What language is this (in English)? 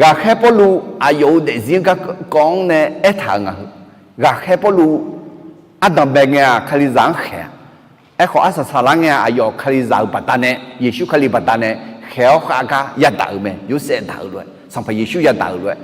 Akha